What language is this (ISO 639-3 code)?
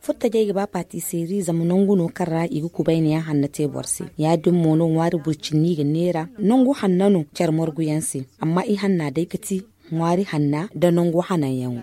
dje